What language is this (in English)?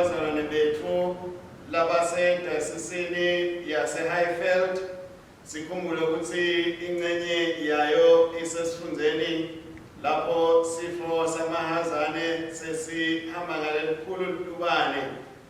Swati